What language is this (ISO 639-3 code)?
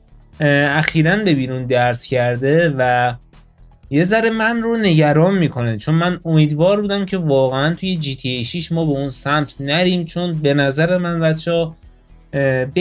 fas